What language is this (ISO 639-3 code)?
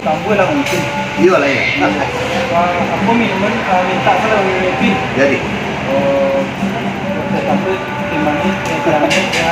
min